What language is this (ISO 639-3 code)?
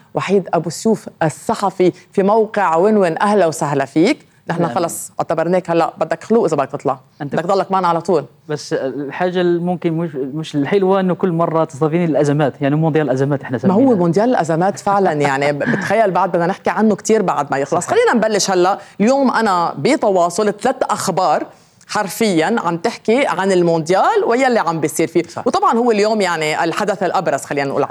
apc